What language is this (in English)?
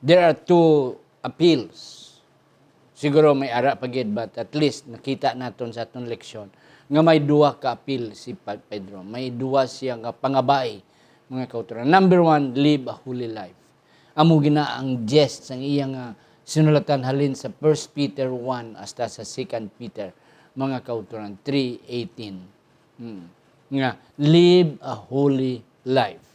Hiligaynon